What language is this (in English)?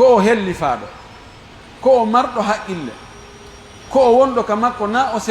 Pular